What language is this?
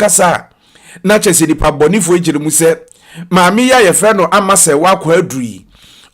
Akan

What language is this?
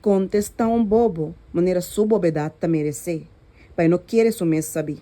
Papiamento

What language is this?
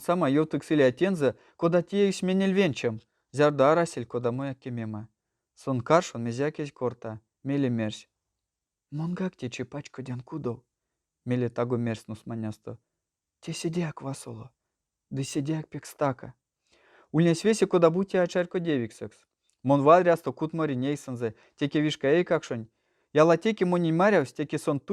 Erzya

